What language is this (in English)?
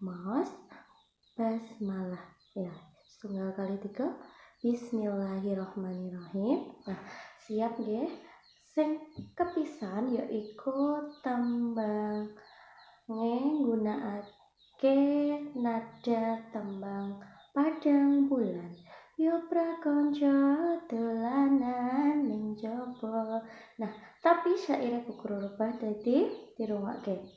Javanese